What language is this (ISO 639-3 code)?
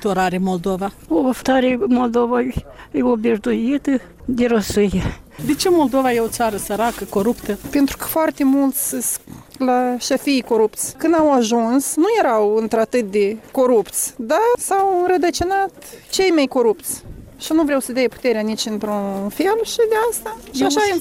ron